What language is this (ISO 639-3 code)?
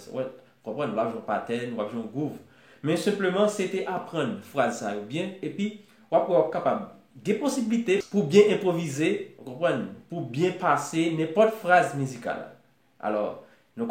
hat